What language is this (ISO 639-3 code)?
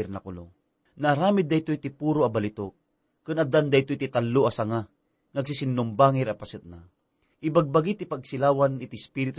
ilo